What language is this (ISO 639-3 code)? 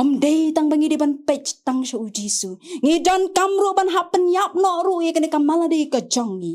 kha